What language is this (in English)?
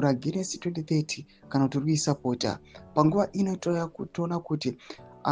Shona